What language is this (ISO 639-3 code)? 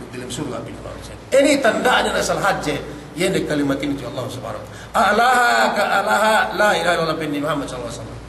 yka